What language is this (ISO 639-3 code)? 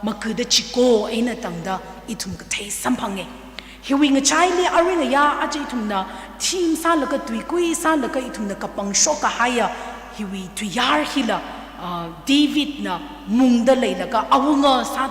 nmf